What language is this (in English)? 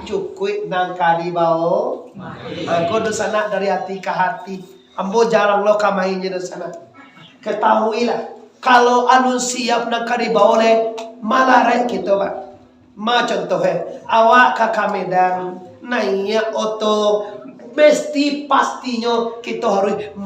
Minangkabau